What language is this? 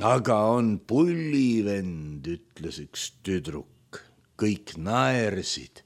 Estonian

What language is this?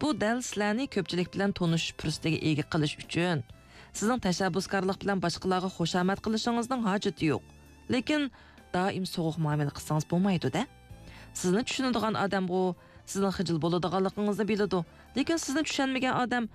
Uyghur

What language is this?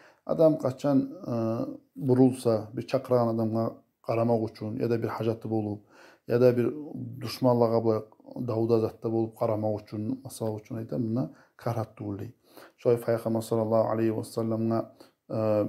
Kumyk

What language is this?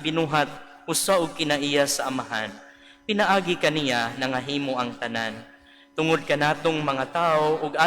Cebuano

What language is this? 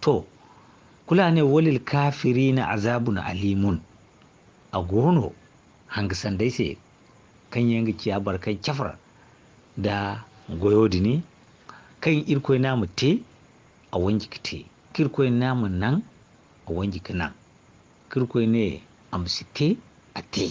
Zarma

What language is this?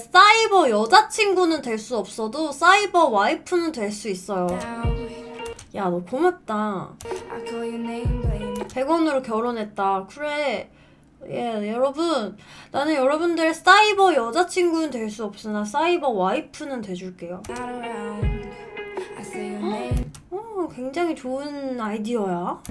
Korean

